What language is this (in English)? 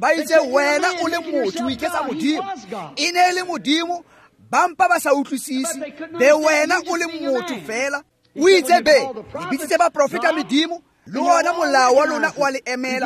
Tswana